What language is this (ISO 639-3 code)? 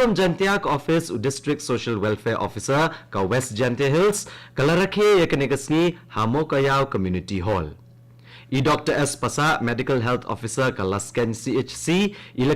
kha